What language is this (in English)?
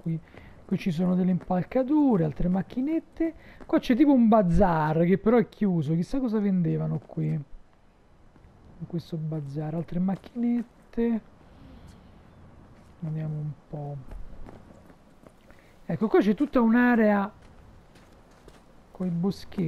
Italian